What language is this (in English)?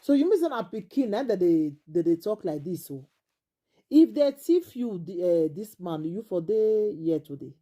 Nigerian Pidgin